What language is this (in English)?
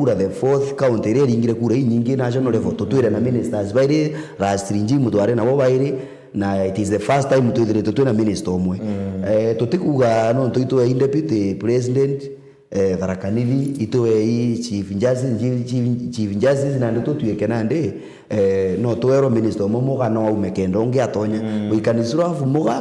Meru